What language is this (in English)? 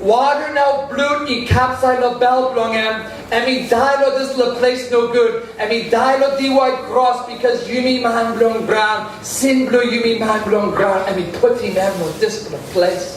Tok Pisin